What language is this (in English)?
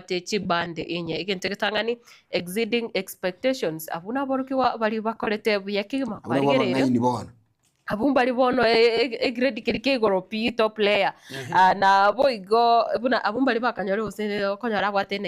Gusii